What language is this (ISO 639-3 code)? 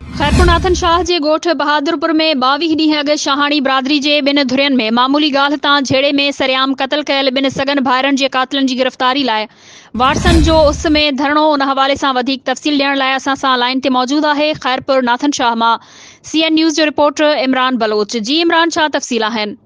snd